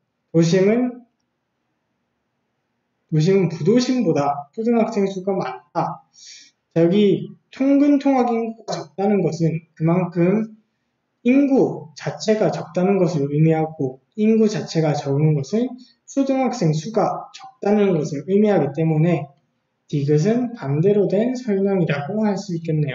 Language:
Korean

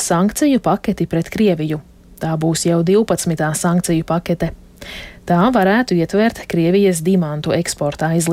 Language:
Latvian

